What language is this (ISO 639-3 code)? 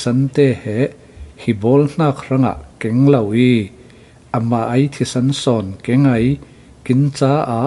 cfm